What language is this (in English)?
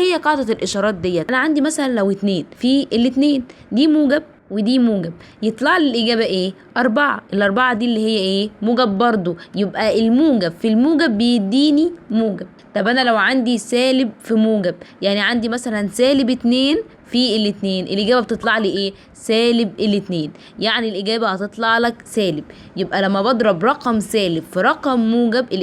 Egyptian Arabic